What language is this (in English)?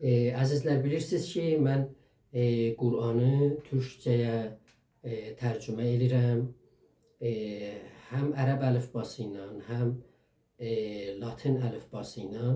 South Azerbaijani